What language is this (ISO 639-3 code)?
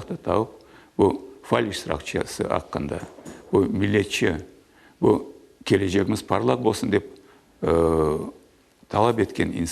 crh